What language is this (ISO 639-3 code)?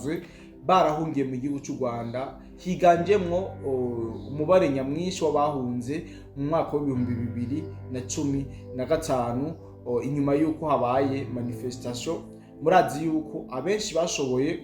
run